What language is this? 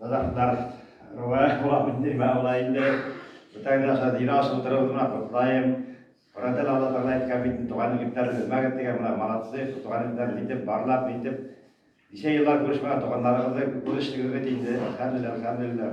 Bashkir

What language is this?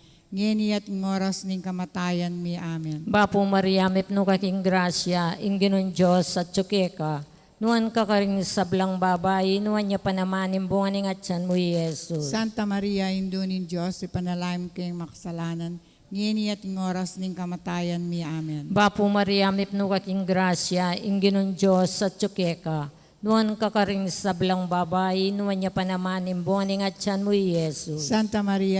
Pampanga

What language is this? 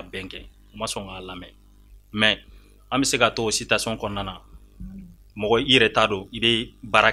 Bambara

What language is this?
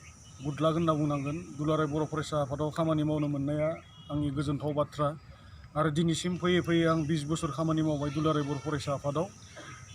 Bodo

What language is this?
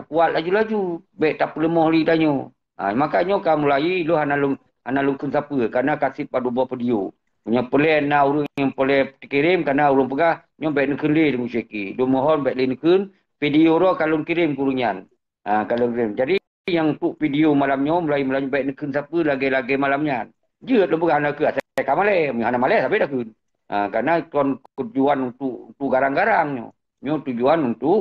Achinese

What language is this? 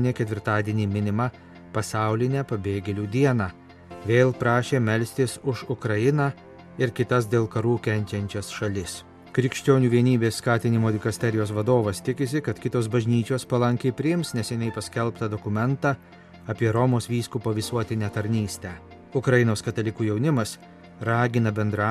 Lithuanian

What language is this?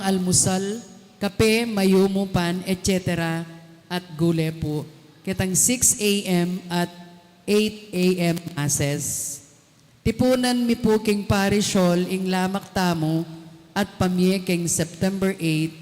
Pampanga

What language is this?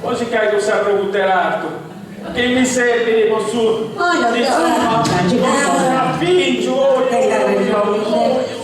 Sardinian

